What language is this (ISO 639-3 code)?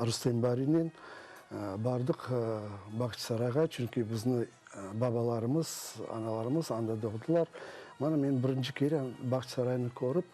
crh